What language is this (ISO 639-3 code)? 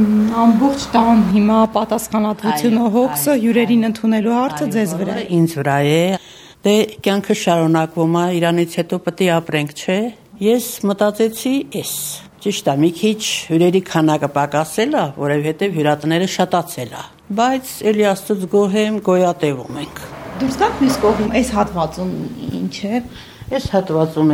hye